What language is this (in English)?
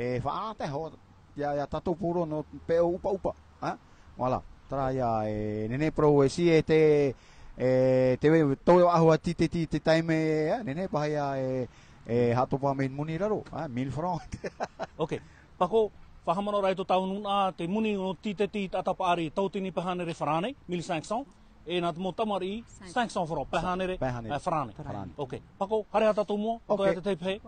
Tahitian